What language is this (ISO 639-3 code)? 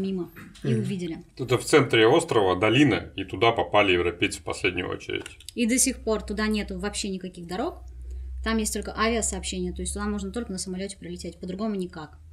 rus